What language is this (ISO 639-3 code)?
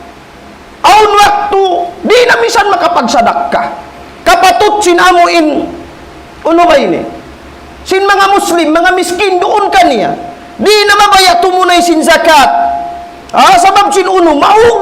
tsg